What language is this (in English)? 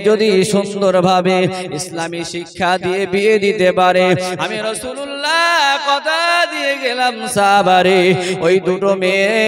Bangla